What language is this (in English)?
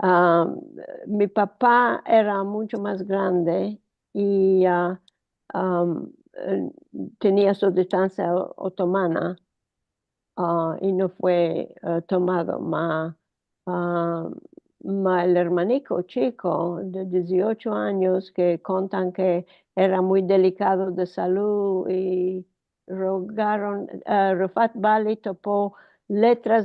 Ladino